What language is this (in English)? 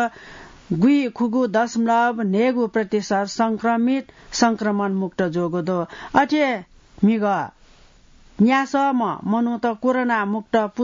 Newari